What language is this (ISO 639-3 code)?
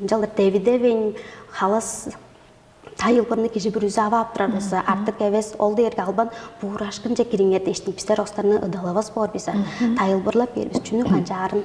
tyv